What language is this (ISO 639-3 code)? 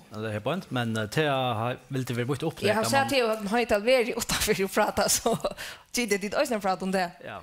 fao